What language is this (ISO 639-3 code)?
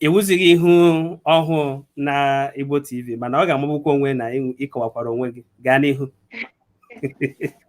ibo